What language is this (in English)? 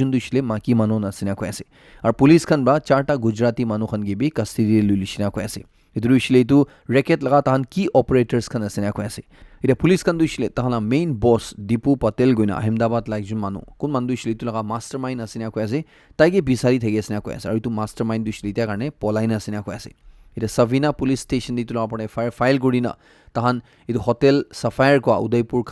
Naga Pidgin